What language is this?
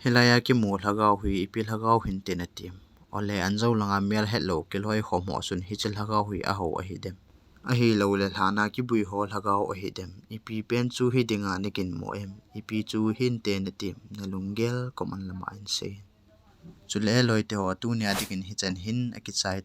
Thado Chin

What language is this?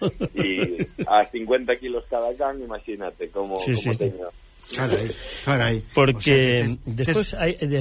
Galician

